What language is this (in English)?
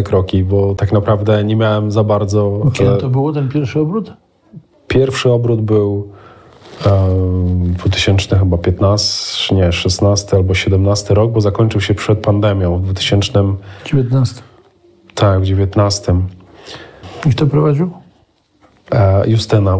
Polish